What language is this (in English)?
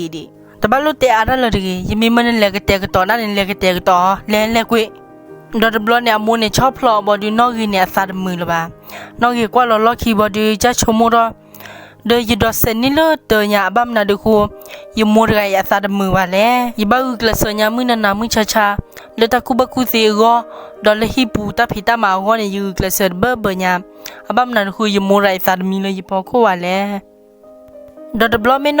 S'gaw Karen